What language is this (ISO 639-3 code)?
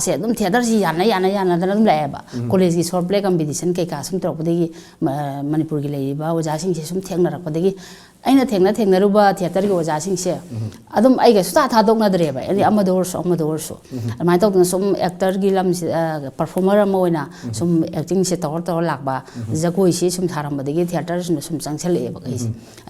mni